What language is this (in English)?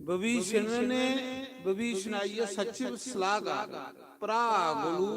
Dogri